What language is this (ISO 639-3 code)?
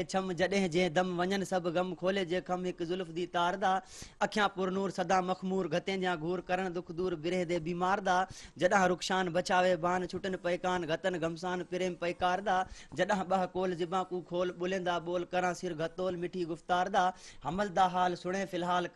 snd